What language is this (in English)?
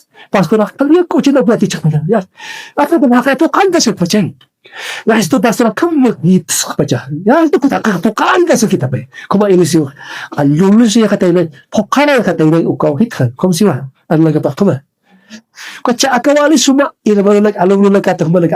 Aymara